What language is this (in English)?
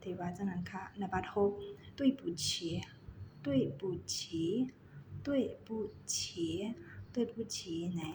Shan